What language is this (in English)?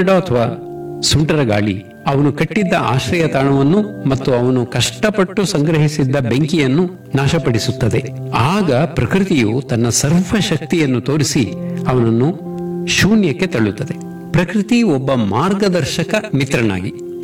Kannada